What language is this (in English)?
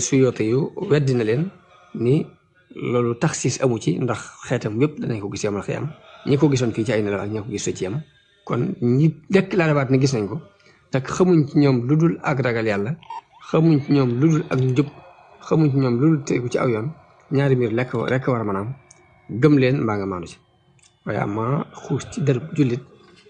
Wolof